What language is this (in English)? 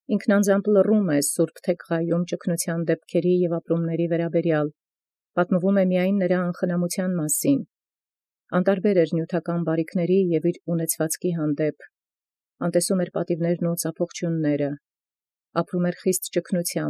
Armenian